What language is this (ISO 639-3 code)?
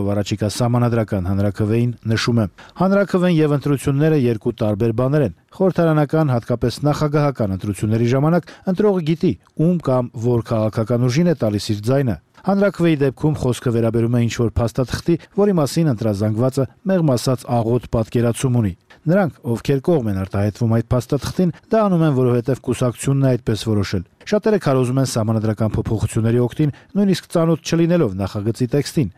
hye